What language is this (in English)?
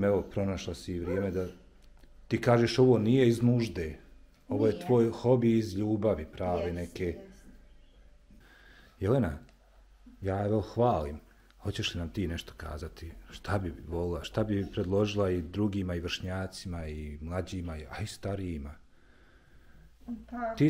Bosnian